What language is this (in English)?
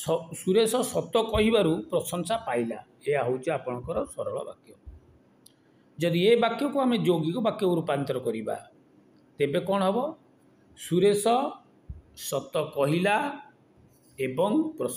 Odia